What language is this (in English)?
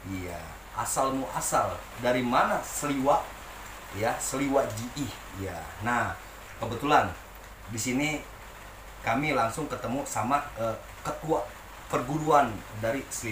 Betawi